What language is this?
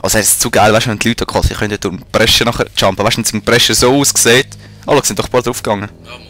Swiss German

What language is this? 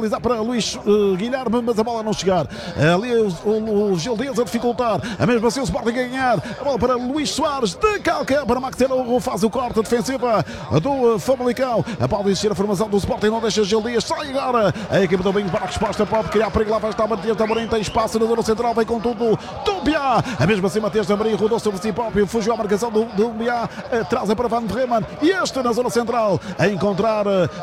Portuguese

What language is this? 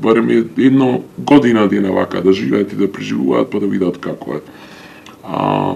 Macedonian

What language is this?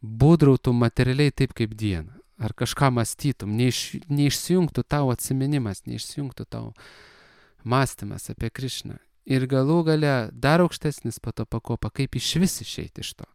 Lithuanian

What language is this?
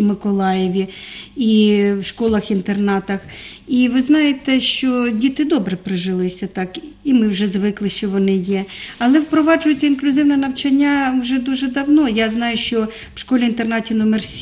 Ukrainian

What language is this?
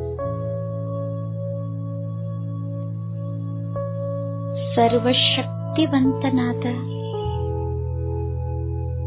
Kannada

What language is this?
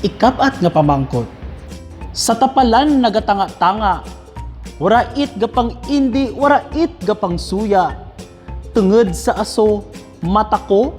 Kinaray-a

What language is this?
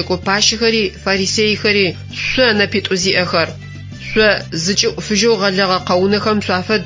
Adyghe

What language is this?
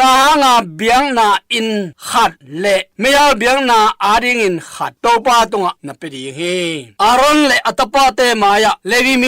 Tedim Chin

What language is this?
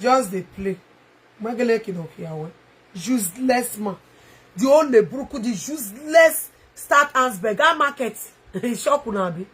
Nigerian Pidgin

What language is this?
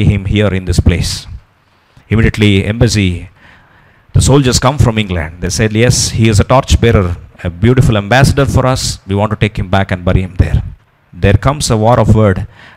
English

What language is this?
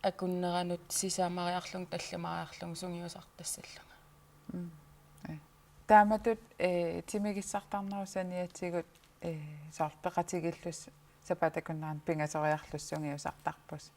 Kalaallisut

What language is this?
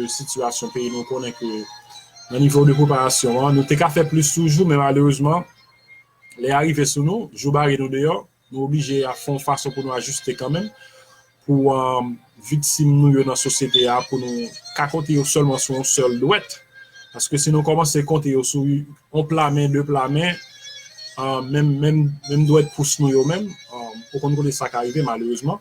Haitian Creole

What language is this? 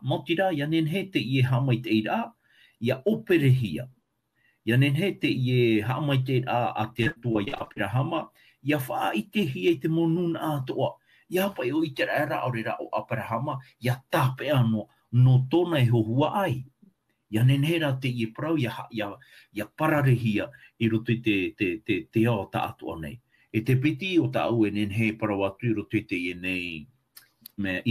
Tahitian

